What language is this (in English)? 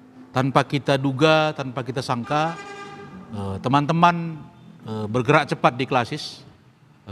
Batak Karo